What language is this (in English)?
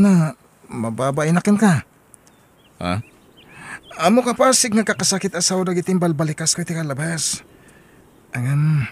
Iloko